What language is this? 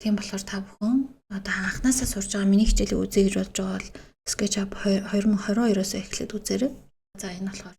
Mongolian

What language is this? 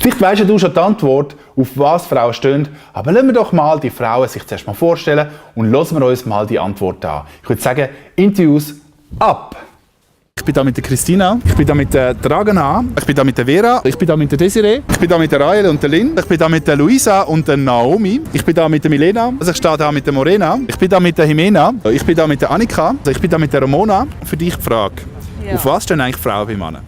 Swiss German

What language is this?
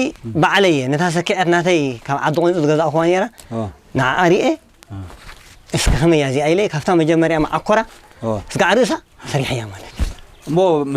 Tigrinya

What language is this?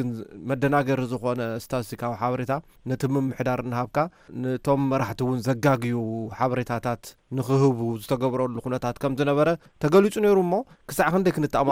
Tigrinya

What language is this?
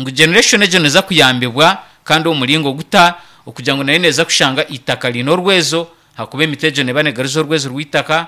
Nyankole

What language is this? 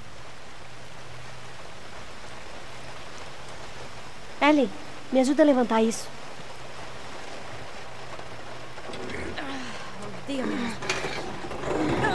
Portuguese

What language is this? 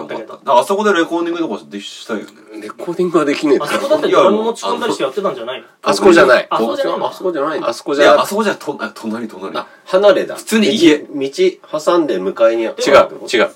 Japanese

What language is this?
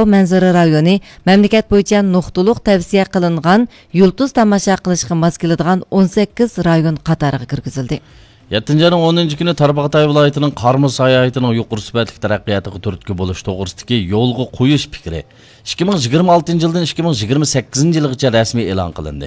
Uyghur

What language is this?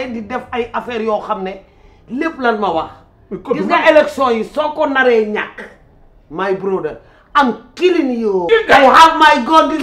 Wolof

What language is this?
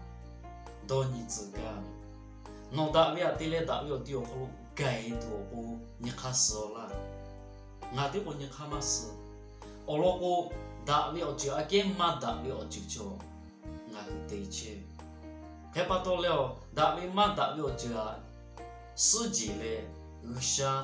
Lahu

